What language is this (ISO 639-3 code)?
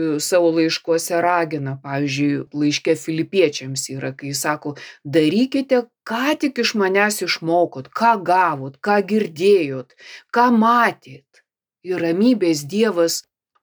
lit